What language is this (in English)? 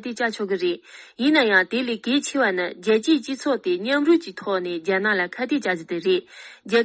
Tibetan